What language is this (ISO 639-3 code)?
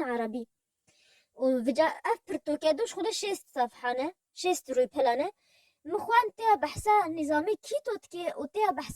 kur